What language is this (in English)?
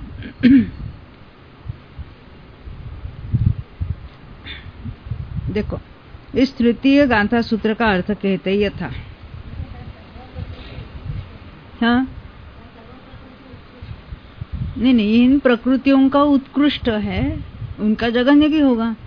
Hindi